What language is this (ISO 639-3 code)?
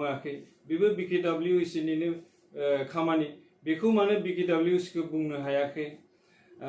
brx